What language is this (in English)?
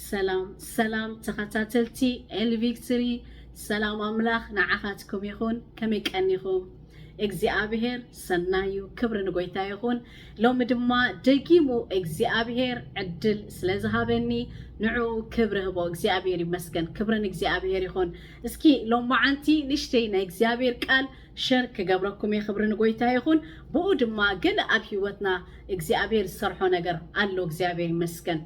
Tigrinya